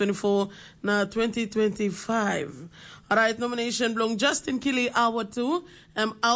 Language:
Tok Pisin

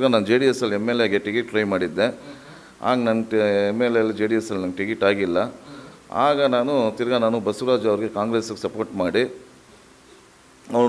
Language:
Kannada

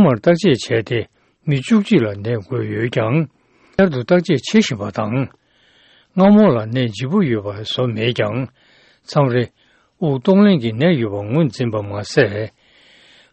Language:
Tibetan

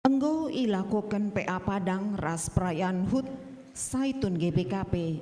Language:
Batak Karo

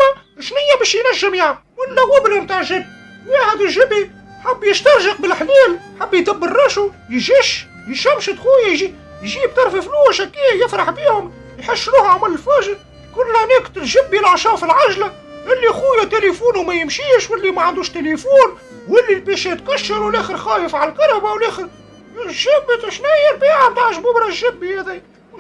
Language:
Tunisian Arabic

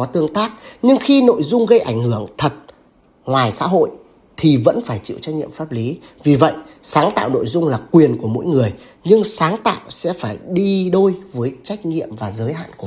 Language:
Vietnamese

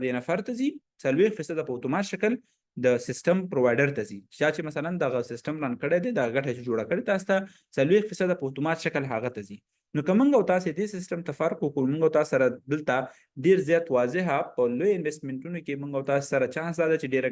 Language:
Pashto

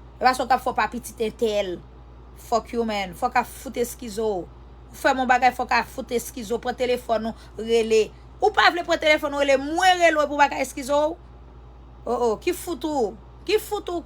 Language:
Haitian Creole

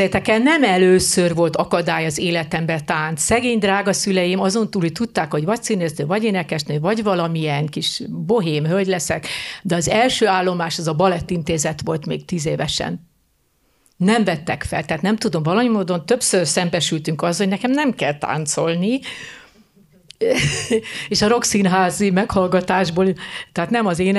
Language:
Hungarian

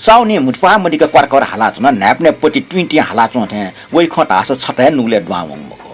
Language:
Newari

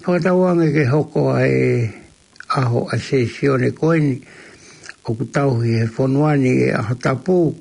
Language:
Tongan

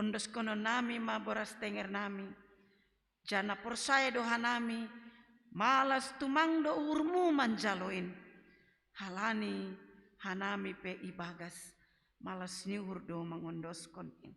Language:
Batak Simalungun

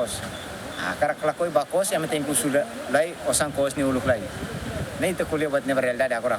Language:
Tetum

